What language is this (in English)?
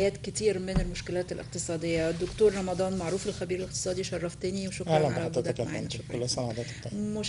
Egyptian Arabic